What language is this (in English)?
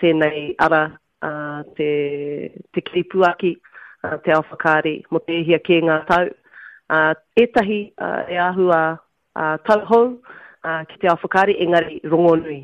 Māori